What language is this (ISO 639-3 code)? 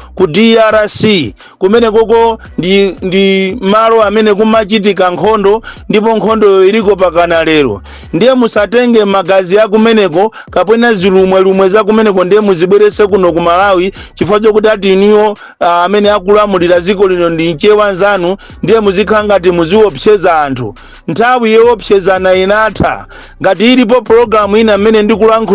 nya